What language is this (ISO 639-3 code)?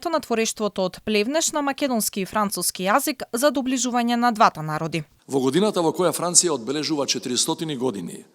mkd